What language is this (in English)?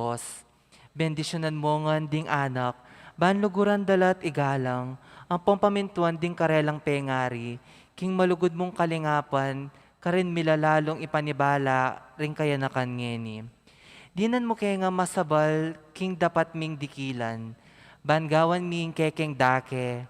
Pampanga